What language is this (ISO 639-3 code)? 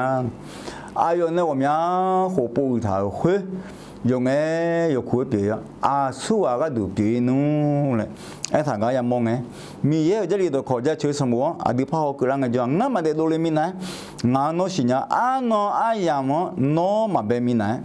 ahk